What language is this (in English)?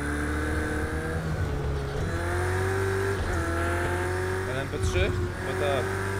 Polish